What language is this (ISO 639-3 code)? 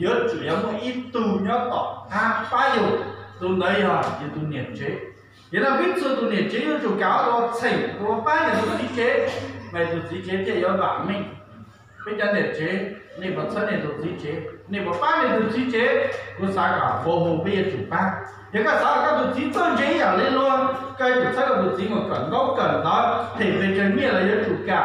hmn